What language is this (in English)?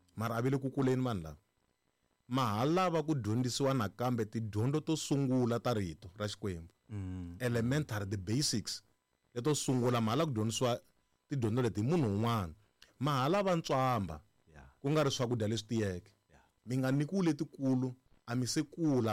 Tsonga